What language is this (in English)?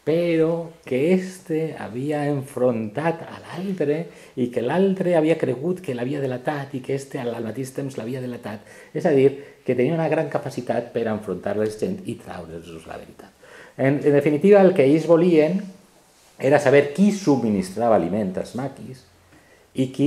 Catalan